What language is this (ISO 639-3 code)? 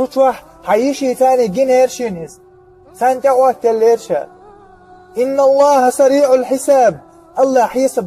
che